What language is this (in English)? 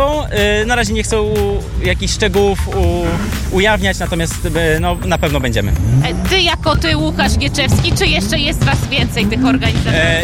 Polish